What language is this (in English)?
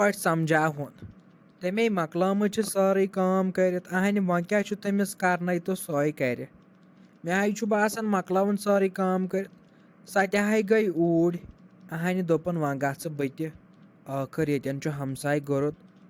Kashmiri